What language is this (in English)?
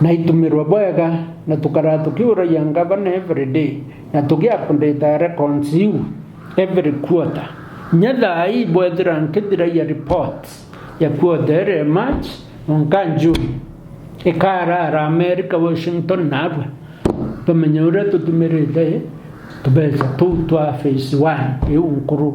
Meru